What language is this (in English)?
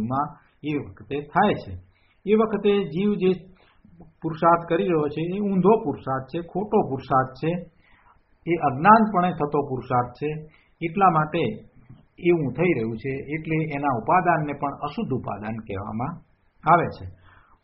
Gujarati